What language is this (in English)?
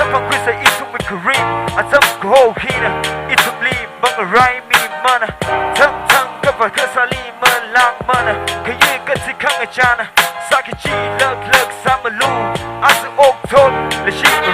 Tangkhul Naga (India)